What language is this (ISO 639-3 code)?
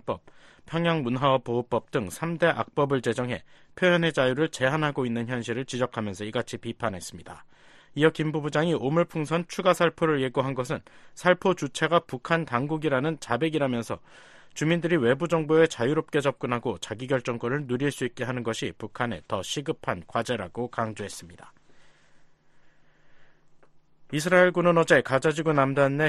kor